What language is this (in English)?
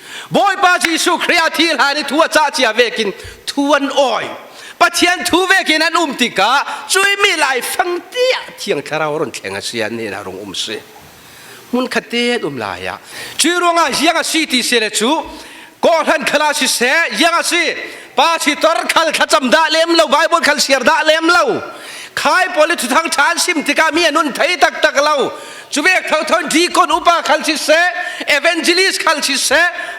Falam Chin